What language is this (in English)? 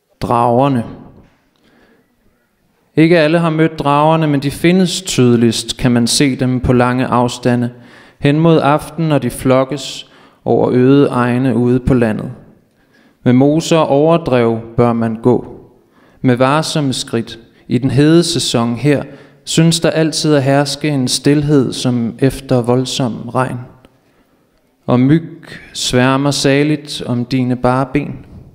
Danish